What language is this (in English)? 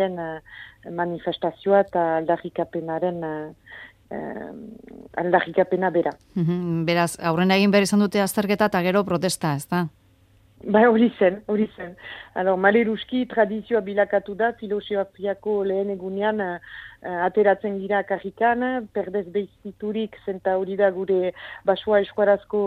Basque